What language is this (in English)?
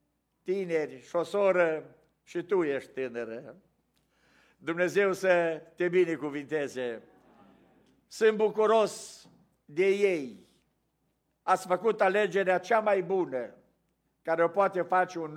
Romanian